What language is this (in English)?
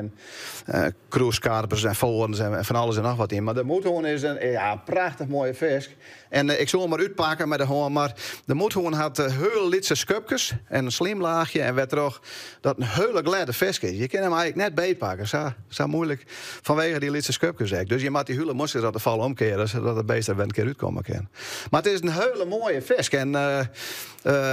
Western Frisian